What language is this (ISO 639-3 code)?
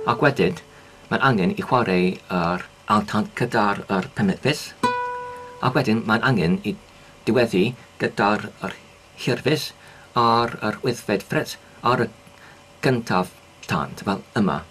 cym